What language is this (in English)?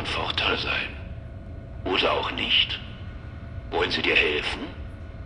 Bavarian